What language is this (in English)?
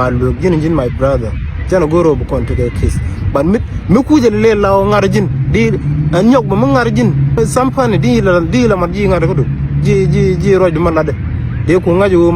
Nuer